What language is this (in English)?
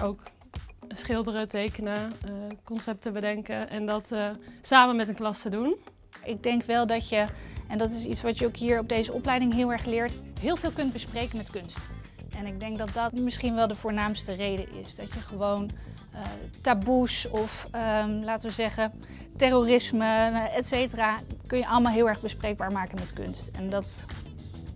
Dutch